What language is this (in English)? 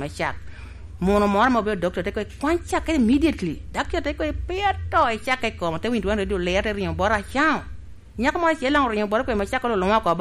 Lango (Uganda)